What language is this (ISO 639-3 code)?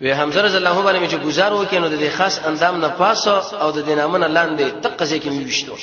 pus